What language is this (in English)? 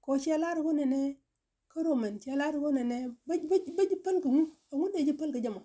Nuer